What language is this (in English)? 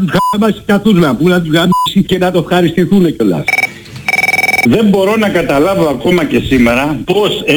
Greek